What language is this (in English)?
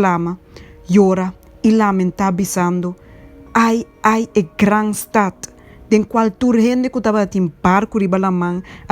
Papiamento